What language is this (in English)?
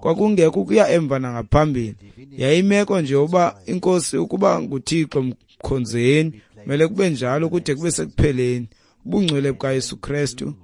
Xhosa